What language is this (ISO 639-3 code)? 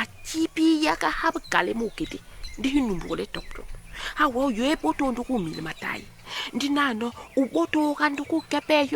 bas